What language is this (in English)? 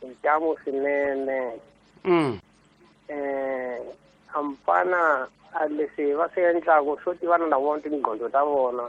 Tsonga